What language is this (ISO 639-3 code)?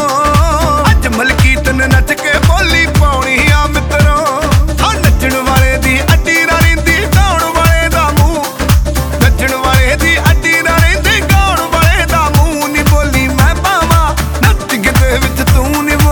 pan